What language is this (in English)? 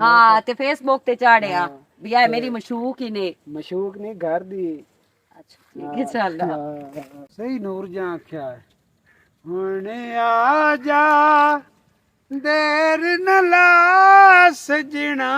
Western Panjabi